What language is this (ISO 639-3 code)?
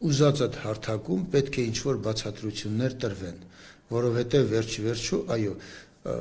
hye